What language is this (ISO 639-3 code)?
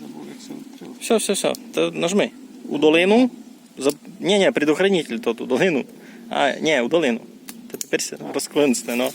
rue